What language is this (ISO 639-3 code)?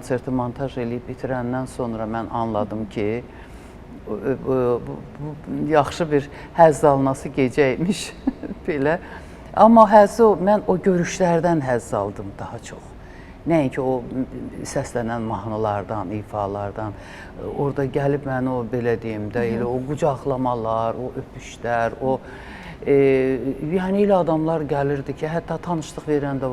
aze